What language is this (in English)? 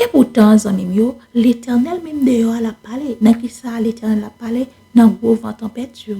Haitian Creole